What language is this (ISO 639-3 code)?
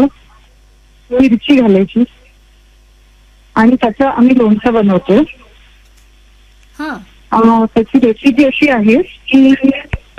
mar